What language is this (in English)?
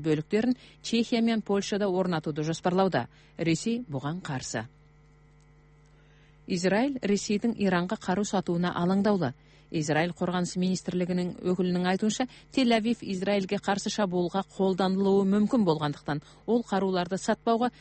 Kazakh